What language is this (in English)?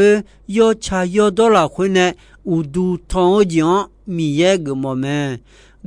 Akha